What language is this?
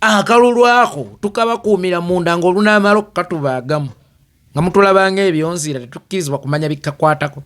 Ganda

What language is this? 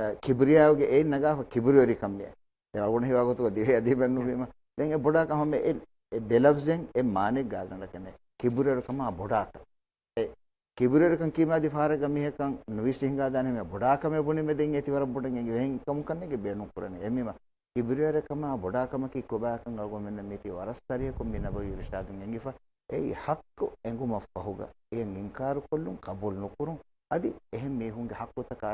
Divehi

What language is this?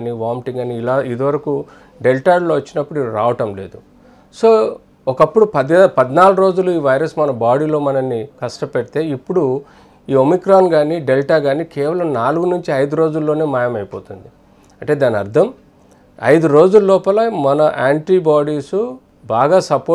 Telugu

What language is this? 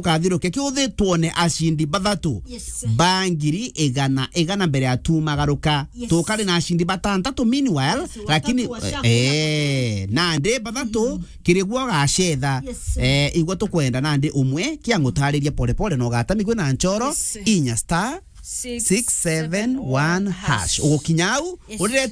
Meru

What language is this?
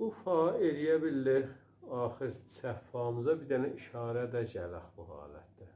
South Azerbaijani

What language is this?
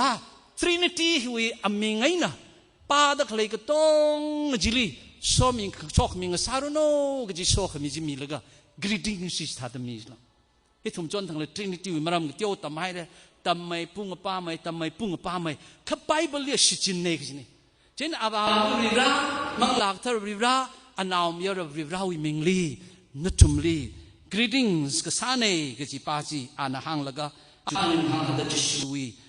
Tangkhul Naga (India)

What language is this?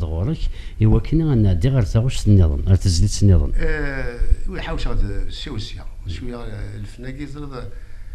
Kabyle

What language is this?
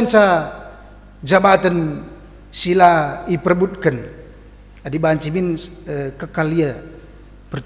Batak Karo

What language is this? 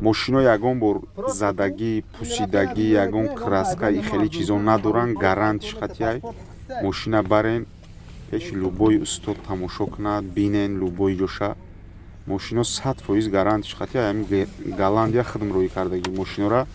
Tajik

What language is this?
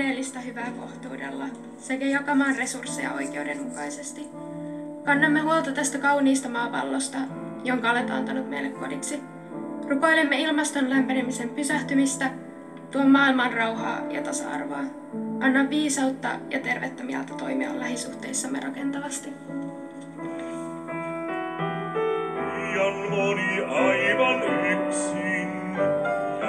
Finnish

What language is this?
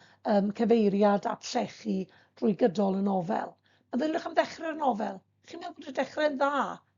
Welsh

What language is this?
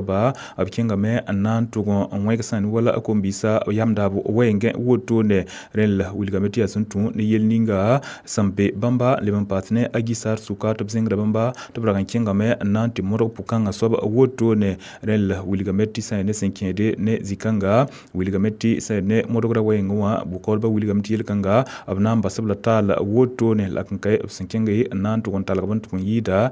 Mossi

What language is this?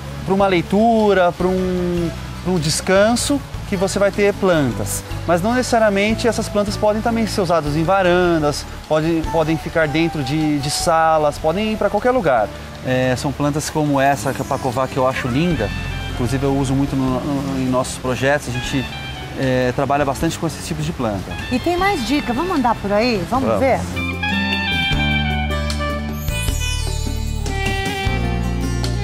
Portuguese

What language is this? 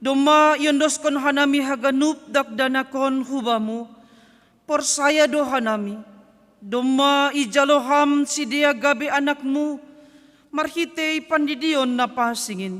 Batak Simalungun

